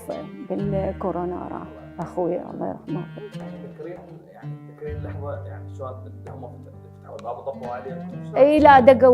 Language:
Mesopotamian Arabic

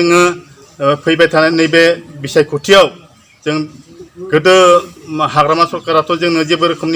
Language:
Bodo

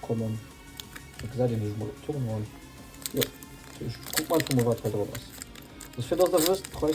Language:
Luxembourgish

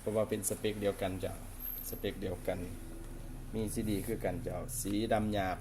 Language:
Lao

